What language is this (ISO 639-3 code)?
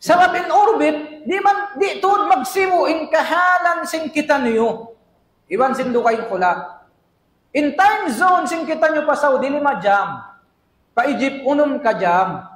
tsg